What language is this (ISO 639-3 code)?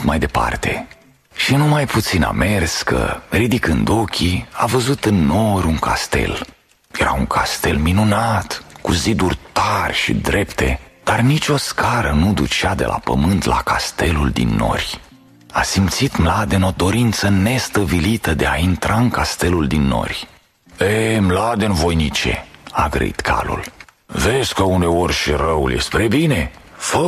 ron